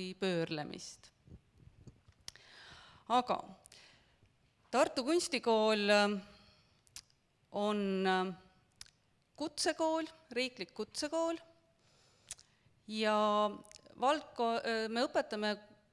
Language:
Estonian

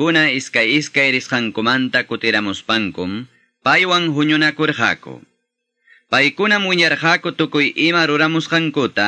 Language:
Quechua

